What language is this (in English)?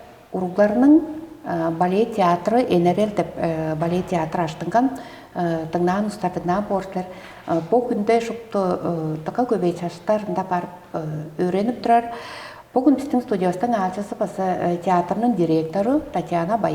Tuvinian